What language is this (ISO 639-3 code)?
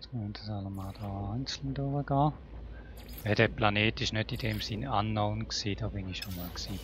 gsw